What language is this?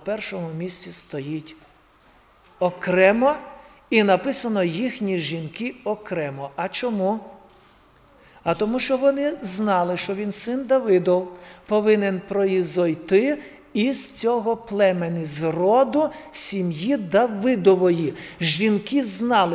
Ukrainian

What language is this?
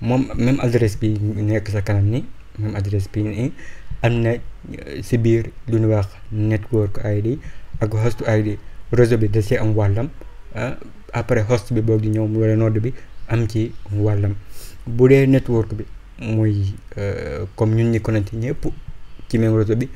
Wolof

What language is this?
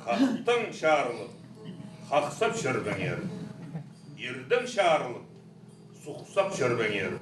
Khakas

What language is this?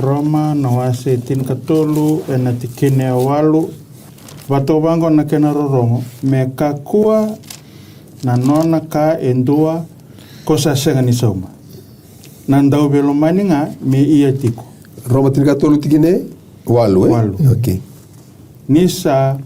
Fijian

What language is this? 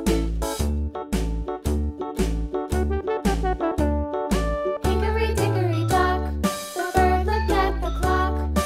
Slovak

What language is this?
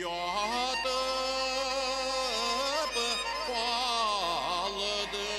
Bashkir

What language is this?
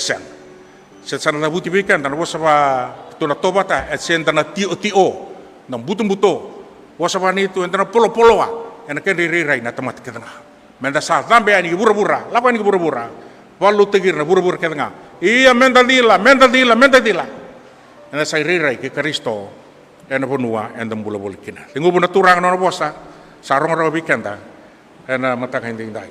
Fijian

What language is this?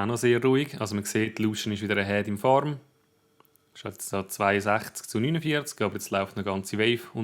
Swiss German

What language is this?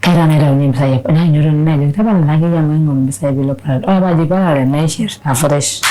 Masai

